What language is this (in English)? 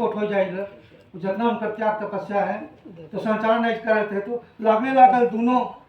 Sadri